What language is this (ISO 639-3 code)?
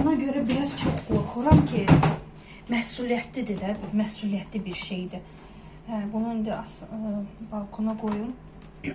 aze